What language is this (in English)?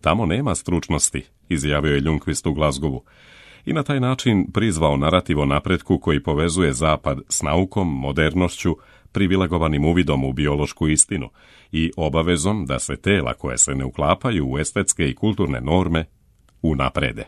Serbian